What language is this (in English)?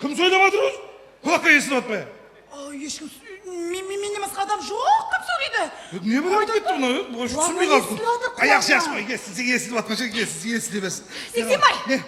Kara-Kalpak